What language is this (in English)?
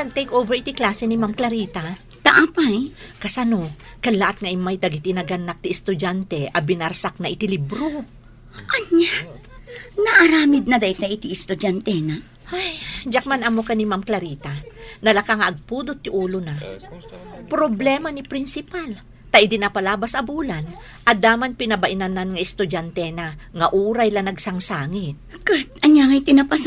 Iloko